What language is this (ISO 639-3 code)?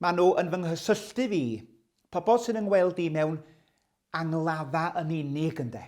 cym